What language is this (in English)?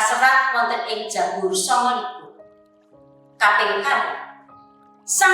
Javanese